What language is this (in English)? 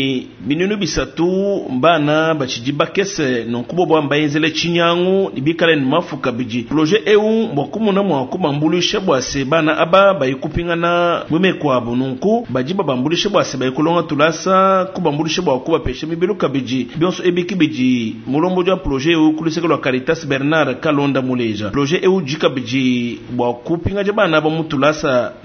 Luba-Lulua